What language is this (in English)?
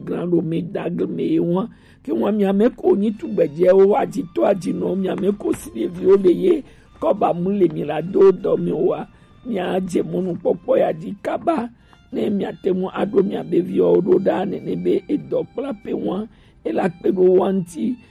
Gen